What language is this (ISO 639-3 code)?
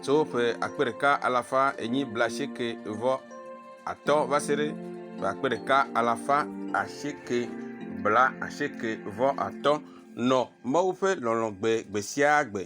ewe